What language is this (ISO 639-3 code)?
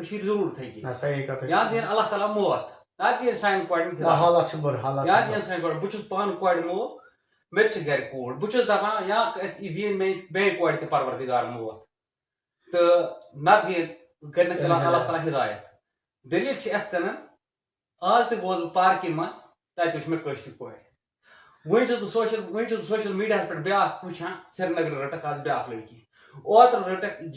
kas